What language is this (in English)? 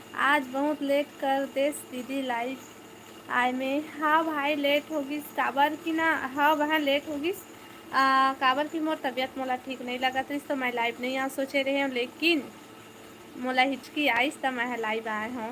Chhattisgarhi